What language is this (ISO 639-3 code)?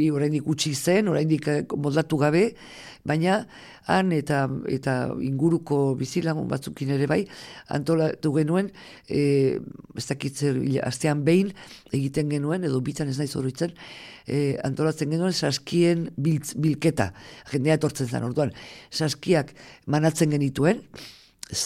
eus